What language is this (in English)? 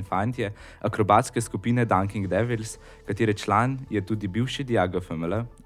Slovenian